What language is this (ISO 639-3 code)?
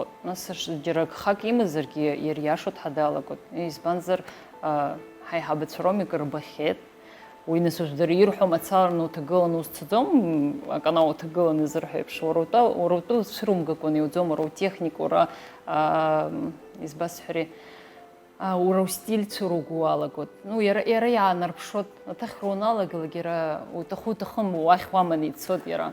abk